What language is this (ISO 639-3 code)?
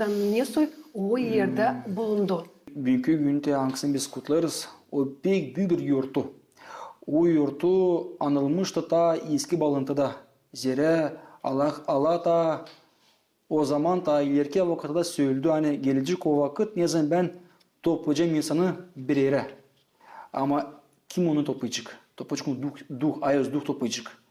gag